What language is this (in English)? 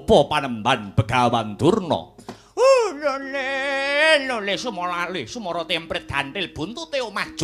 Javanese